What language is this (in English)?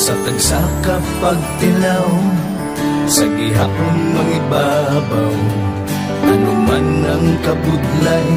Hiligaynon